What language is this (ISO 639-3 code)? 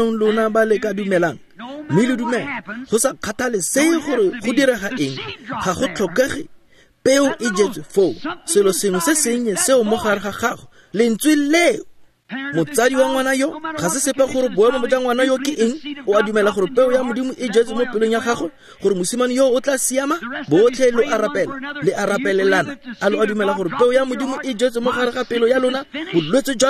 tsn